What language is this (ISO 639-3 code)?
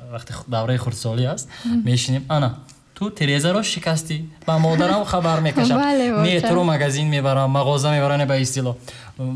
tgk